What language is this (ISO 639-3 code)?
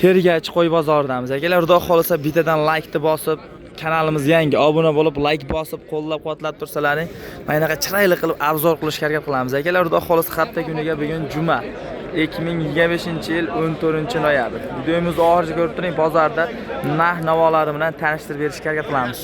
uzb